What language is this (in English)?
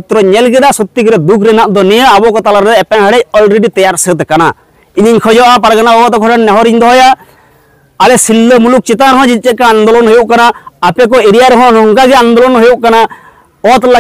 Santali